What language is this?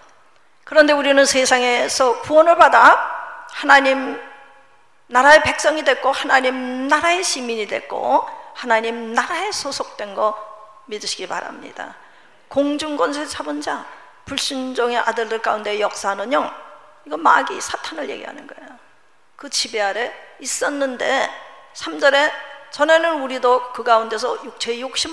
Korean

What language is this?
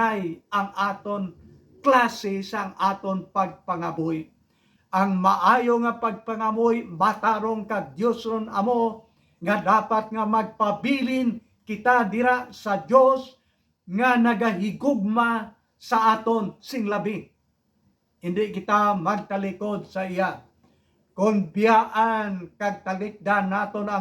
Hiligaynon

